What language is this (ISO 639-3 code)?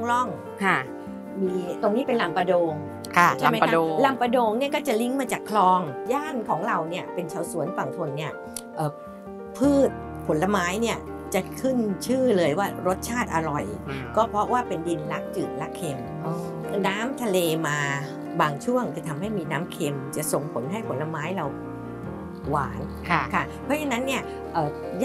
tha